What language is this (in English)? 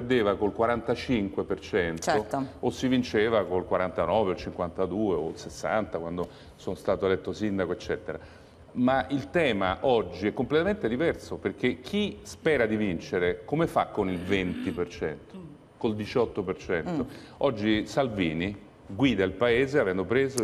Italian